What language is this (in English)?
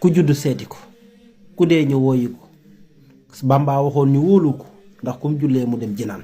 Wolof